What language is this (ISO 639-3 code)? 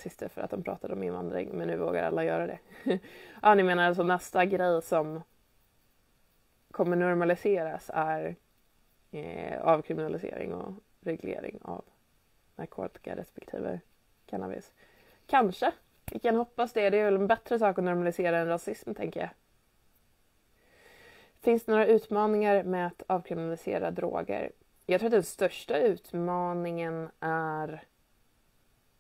swe